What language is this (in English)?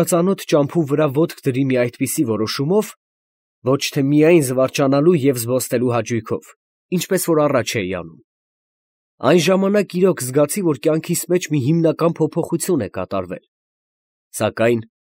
Armenian